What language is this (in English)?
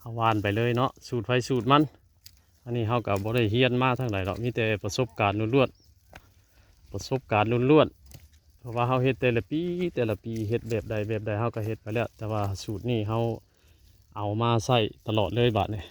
Northeastern Thai